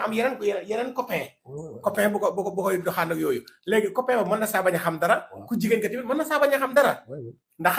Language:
Wolof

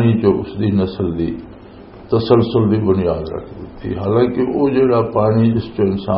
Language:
Western Panjabi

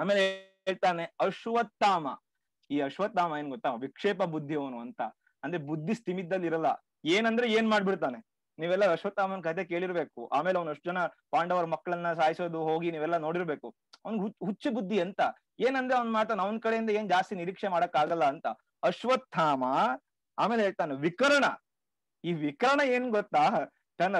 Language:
Kannada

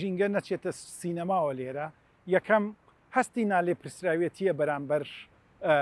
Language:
Central Kurdish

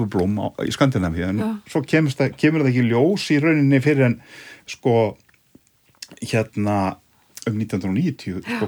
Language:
Icelandic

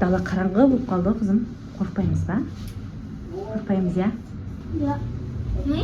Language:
Kazakh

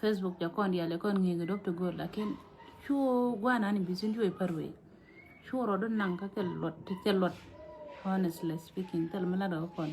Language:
Nuer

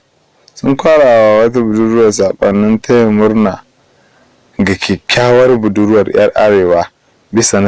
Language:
Hausa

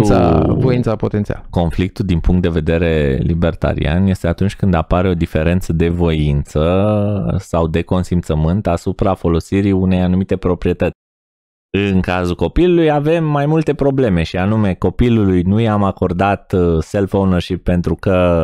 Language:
Romanian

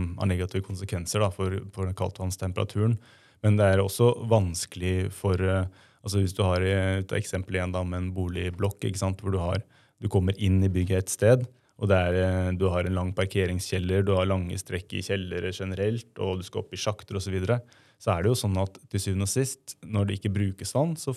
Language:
Norwegian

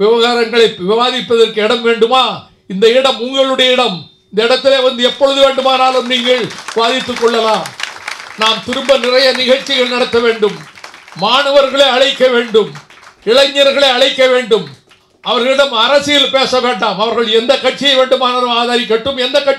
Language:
Tamil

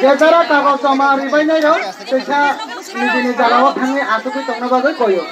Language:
Kok Borok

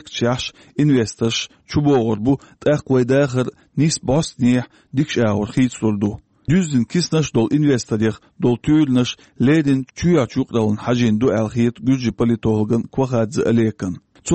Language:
Chechen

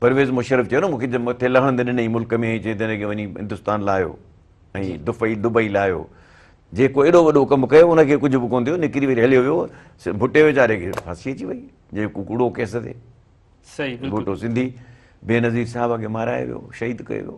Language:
Sindhi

